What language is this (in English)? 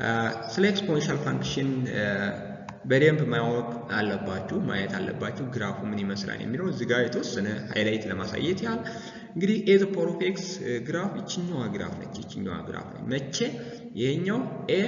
Amharic